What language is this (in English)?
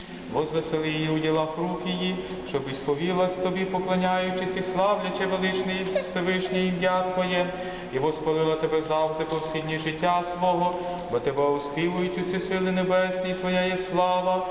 Ukrainian